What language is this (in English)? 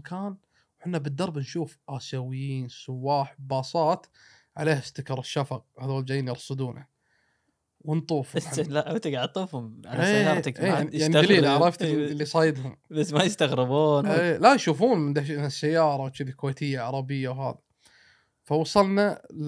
Gulf Arabic